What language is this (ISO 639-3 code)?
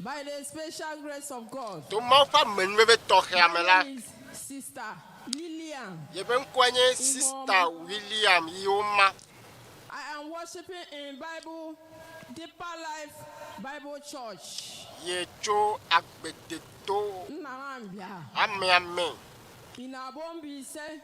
ewe